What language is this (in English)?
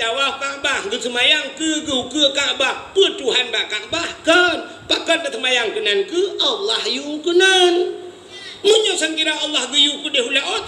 Achinese